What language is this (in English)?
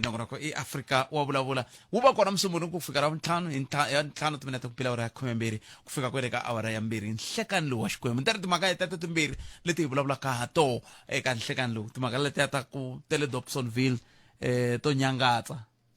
Tsonga